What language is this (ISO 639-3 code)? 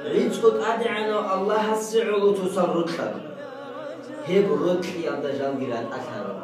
ava